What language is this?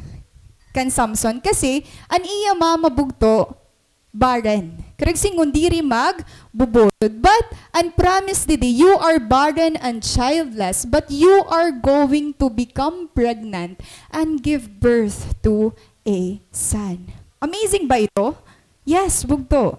Waray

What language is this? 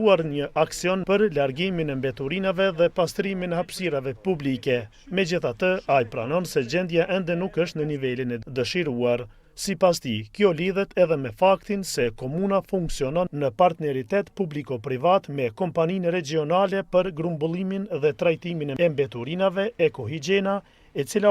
Albanian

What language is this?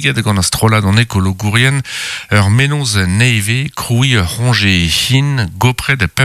Breton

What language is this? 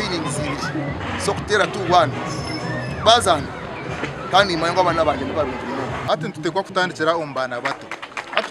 Nyankole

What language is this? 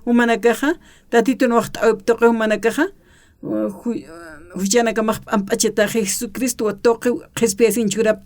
Aymara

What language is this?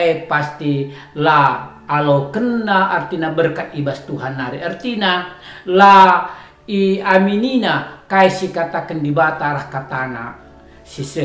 Batak Karo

